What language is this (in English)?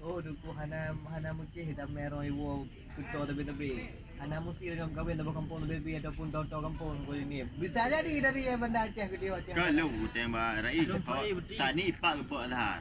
Achinese